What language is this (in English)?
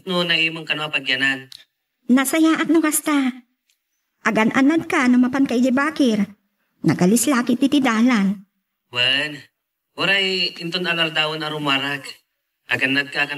Iloko